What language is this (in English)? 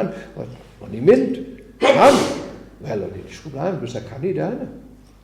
Welsh